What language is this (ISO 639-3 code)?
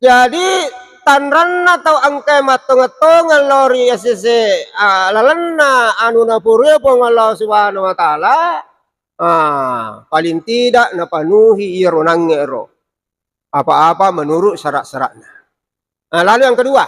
bug